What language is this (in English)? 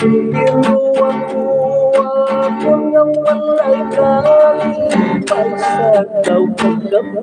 Hiligaynon